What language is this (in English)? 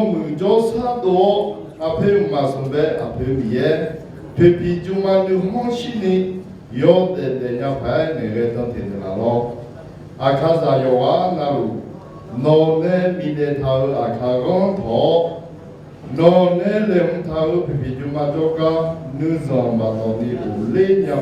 Akha